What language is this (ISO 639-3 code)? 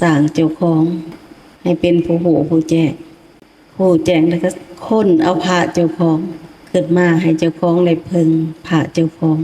lao